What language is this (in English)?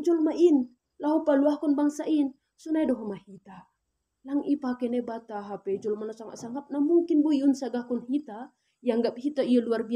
Batak Simalungun